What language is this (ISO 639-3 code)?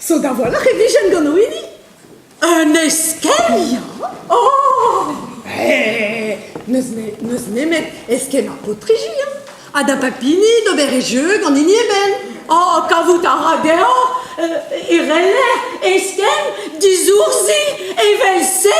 bre